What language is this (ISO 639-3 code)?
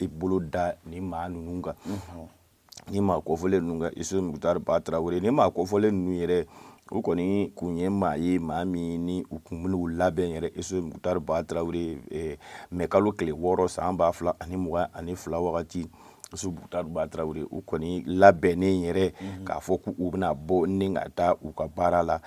bam